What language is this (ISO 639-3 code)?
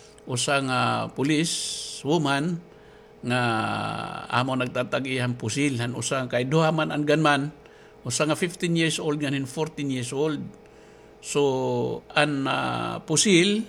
war